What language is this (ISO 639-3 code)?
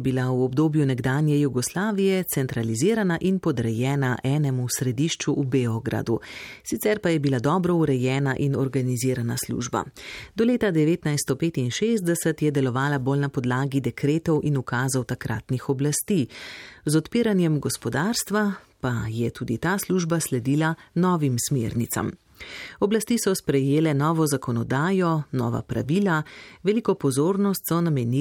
slv